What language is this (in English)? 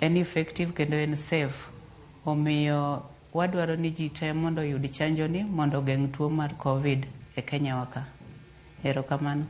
Luo (Kenya and Tanzania)